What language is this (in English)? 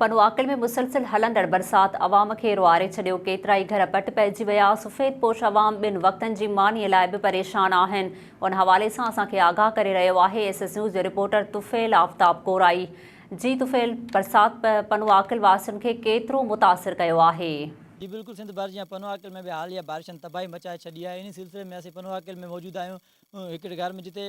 Sindhi